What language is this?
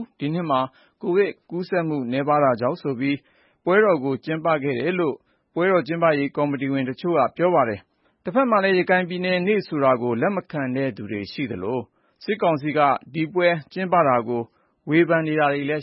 Burmese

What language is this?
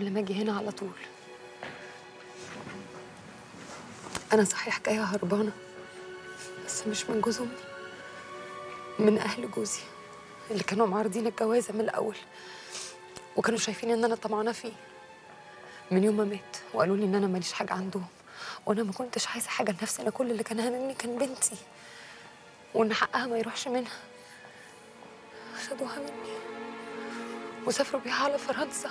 Egyptian Arabic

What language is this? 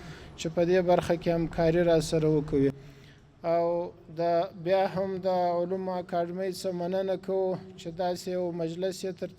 Pashto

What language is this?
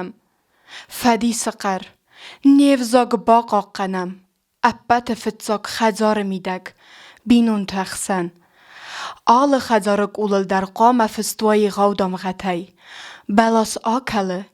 Ossetic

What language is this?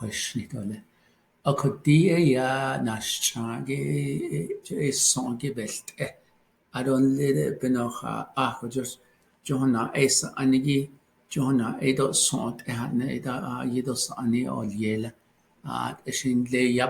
Navajo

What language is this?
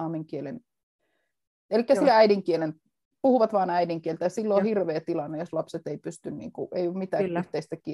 Finnish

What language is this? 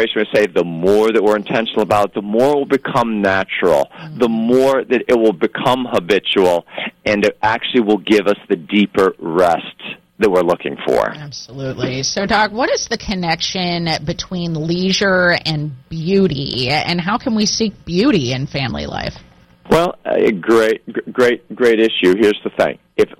English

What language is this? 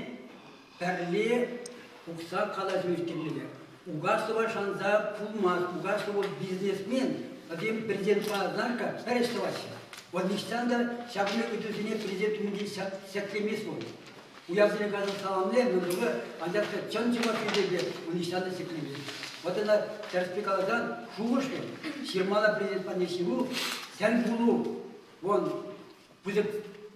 Chuvash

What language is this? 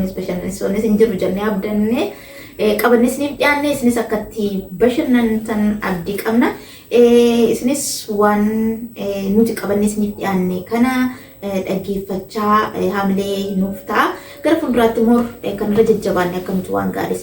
Oromo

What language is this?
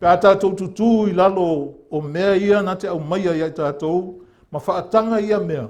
Samoan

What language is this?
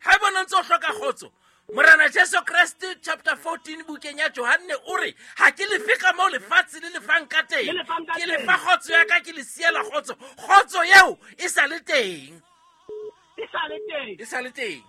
Southern Sotho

